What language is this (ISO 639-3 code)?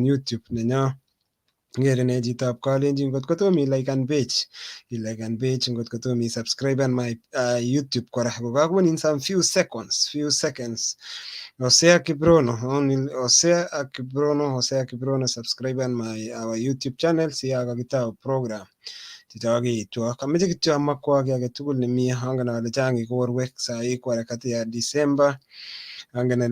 kln